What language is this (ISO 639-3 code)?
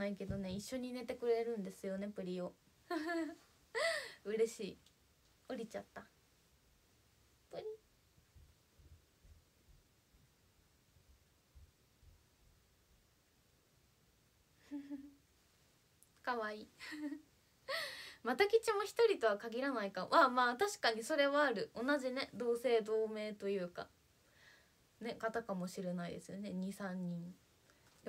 jpn